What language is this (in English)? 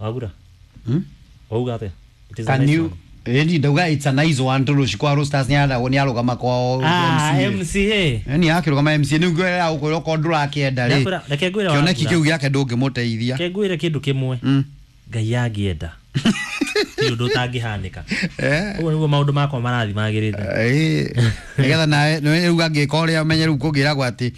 Kikuyu